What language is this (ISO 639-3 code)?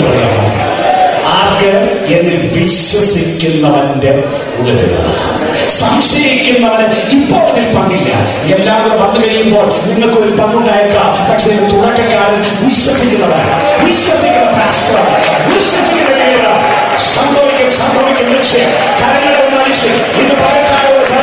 mal